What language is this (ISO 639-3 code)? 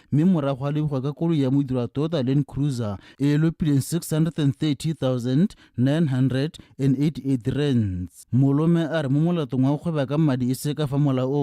tsn